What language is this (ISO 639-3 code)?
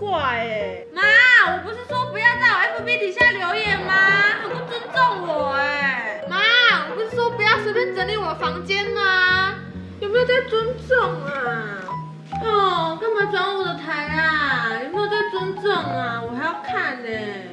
zho